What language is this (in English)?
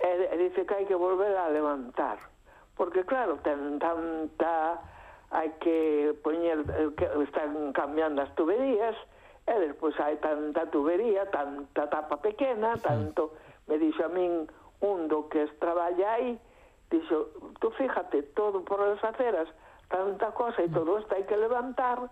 Galician